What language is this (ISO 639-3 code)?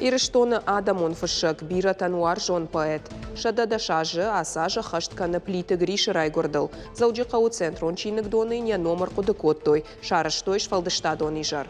oss